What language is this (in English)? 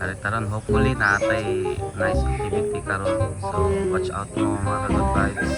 Cebuano